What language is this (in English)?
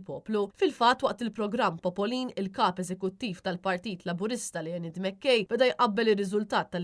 Maltese